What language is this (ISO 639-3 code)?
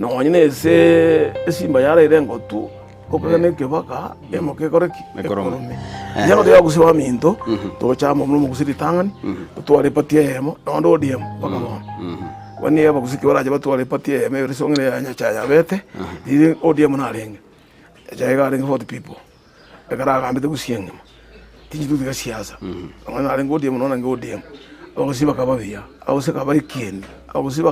guz